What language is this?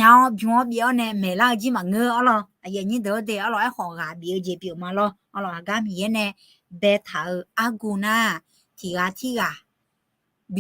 Akha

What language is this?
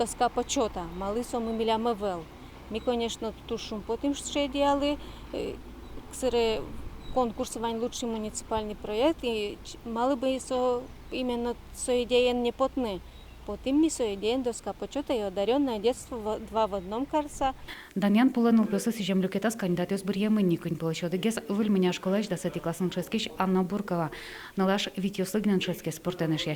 Udmurt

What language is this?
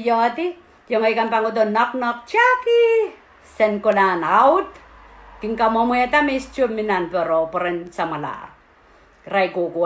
Pohnpeian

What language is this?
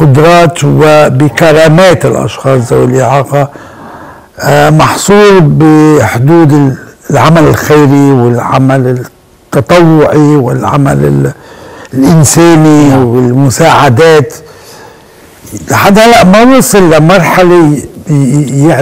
North Levantine Arabic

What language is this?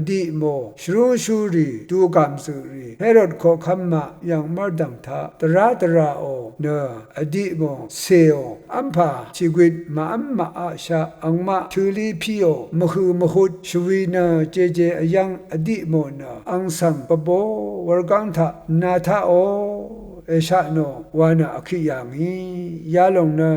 Rawang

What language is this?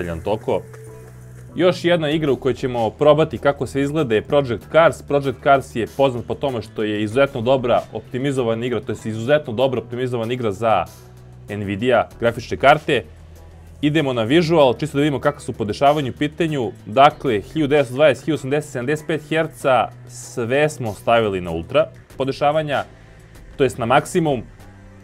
Serbian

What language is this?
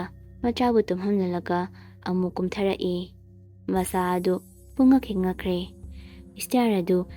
Manipuri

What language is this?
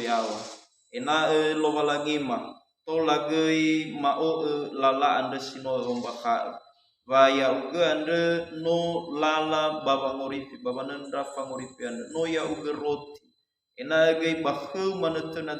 Nias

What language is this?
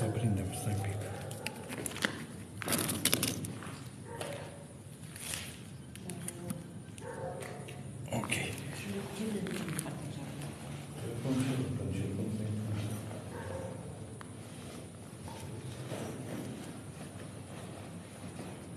Romanian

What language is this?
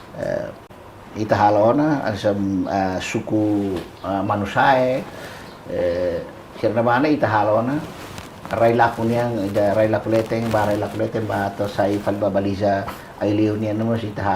Tetum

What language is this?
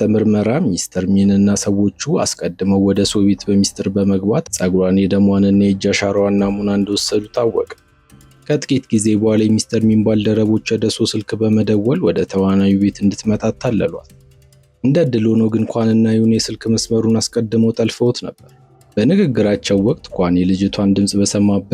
Amharic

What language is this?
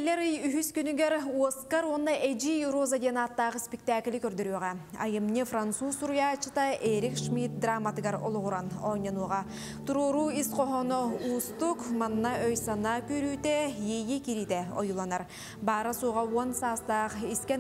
Yakut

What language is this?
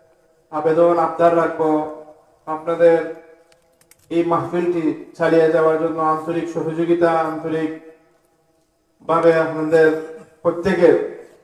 Bangla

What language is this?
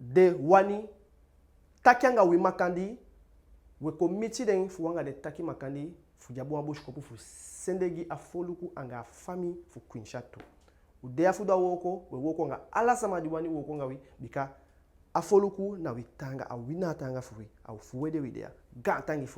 Eastern Maroon Creole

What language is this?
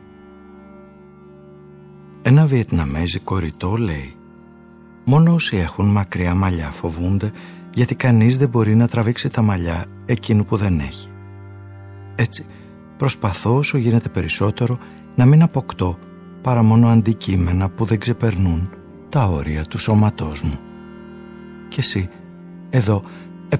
Greek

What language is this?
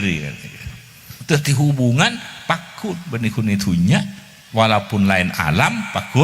Madurese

